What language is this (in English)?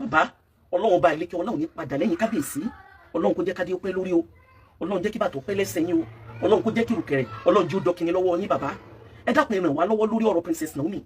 Yoruba